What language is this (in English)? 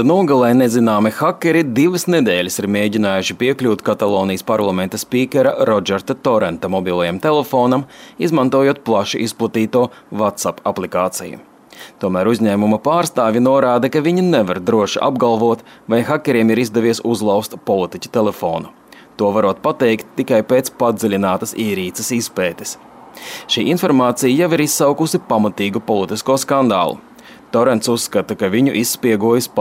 Latvian